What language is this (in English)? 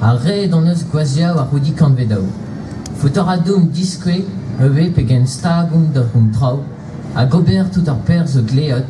Breton